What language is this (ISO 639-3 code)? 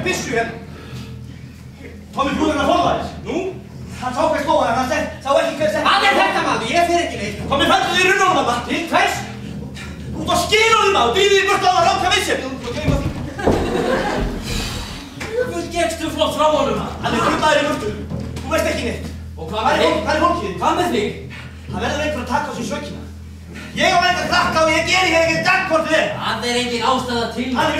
isl